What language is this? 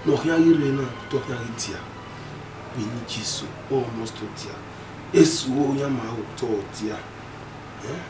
Bini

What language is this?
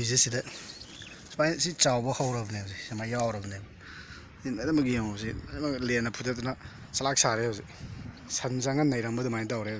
Manipuri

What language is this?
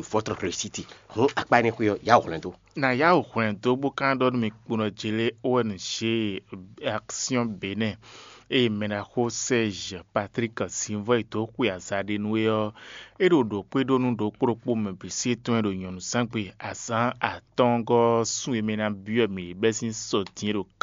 Fon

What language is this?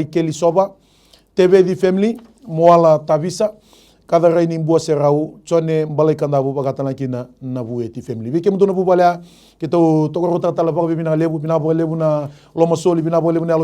Fijian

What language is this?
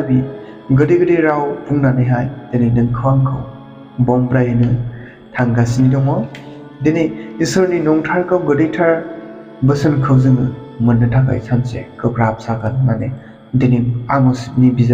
Bodo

